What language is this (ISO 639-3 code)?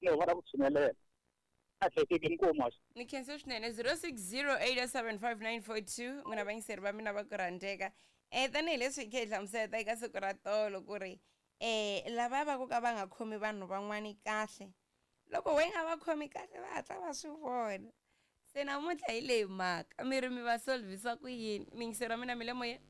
tso